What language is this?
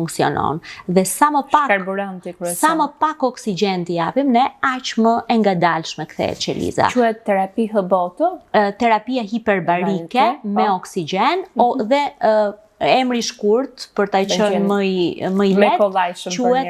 Albanian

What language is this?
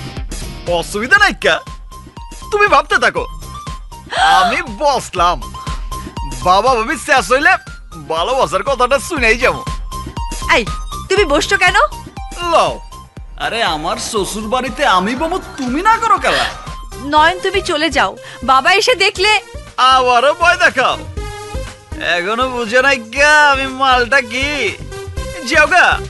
Bangla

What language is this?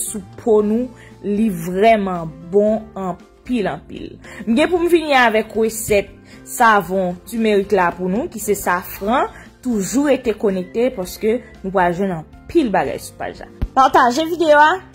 Haitian Creole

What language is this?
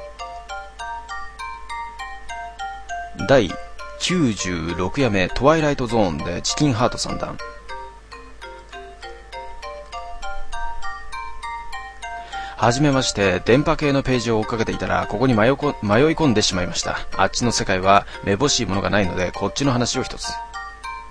Japanese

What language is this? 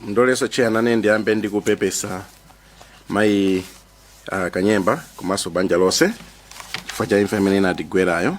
Nyanja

